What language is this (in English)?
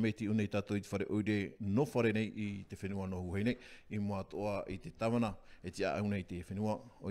Tahitian